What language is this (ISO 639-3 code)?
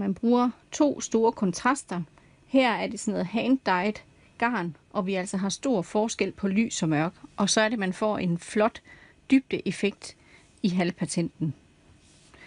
dan